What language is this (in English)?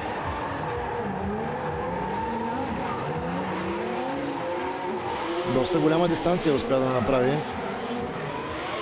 Bulgarian